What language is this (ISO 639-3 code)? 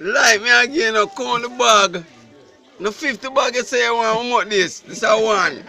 jam